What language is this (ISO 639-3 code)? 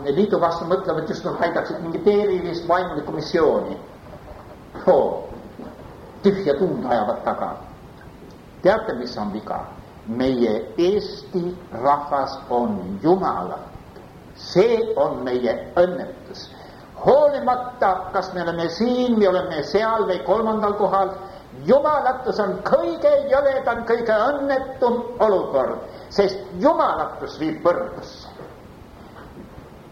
est